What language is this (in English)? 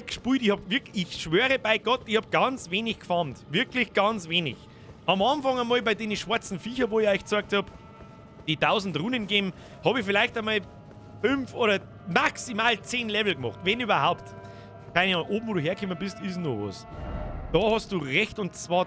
Bavarian